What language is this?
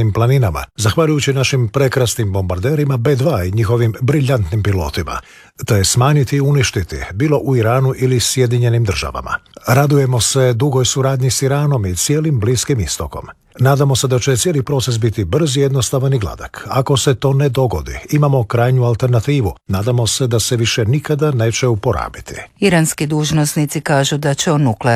Croatian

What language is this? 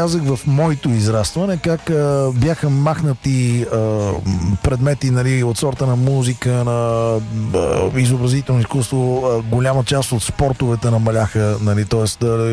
Bulgarian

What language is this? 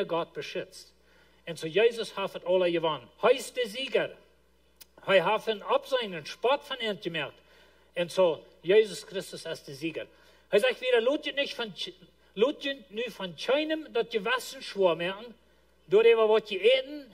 Plautdietsch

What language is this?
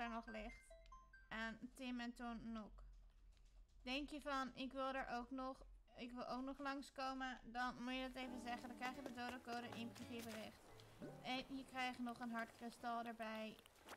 Dutch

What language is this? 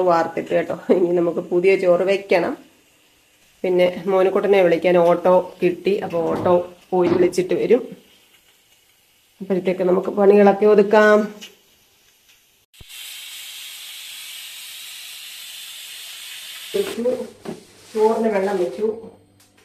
Malayalam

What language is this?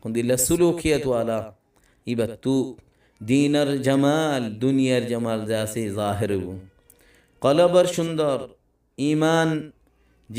Rohingya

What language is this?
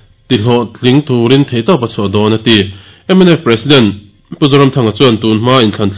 Mizo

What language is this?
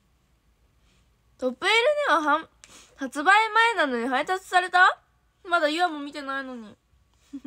Japanese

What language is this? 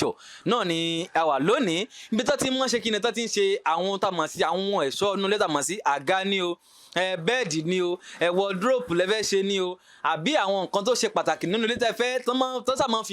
Yoruba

